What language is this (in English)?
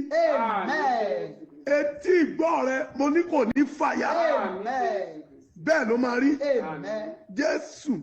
Yoruba